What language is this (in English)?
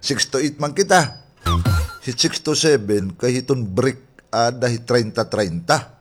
Waray